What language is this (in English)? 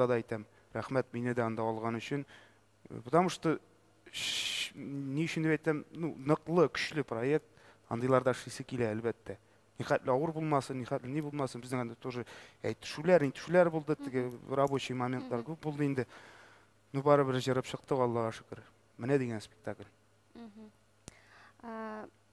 Tatar